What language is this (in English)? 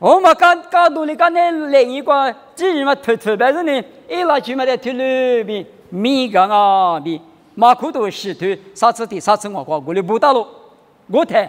Lisu